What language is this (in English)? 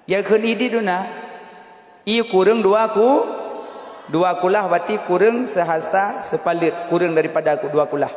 Achinese